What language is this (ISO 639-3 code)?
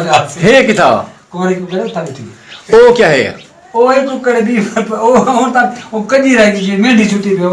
skr